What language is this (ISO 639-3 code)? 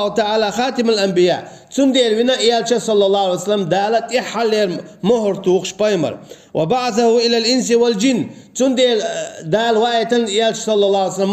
che